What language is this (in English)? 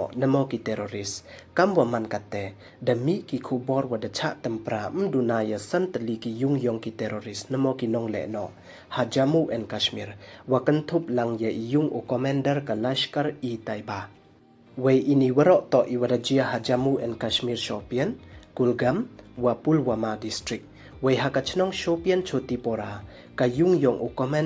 Pnar